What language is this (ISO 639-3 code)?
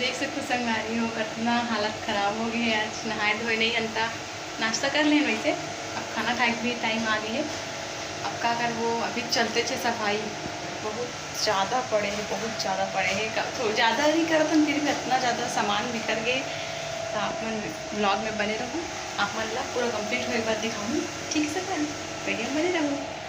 hne